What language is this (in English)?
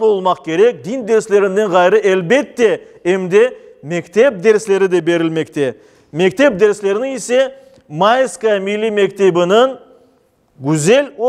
Crimean Tatar